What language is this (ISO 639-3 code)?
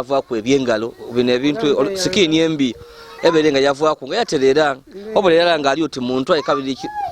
lug